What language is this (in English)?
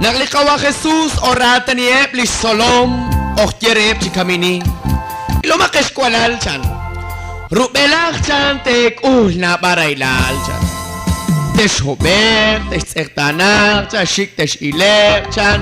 Kekchí